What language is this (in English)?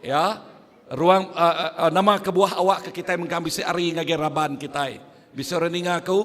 Iban